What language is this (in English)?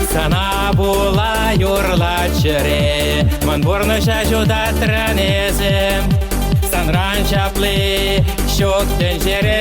Chuvash